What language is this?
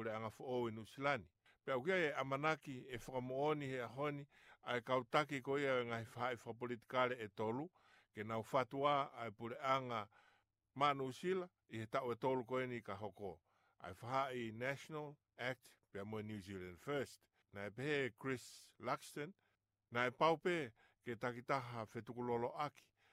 Tongan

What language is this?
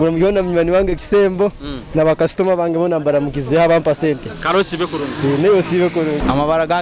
Nyoro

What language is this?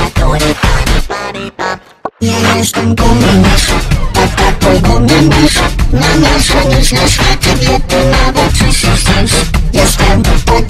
Polish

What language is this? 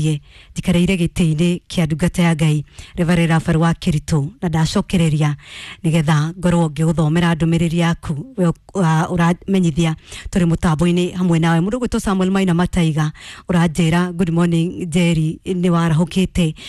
Kikuyu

